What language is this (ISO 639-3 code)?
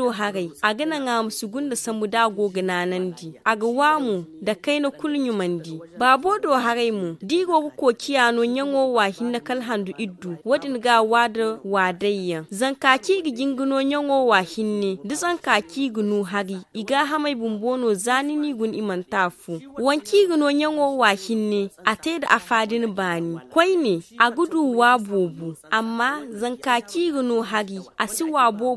dje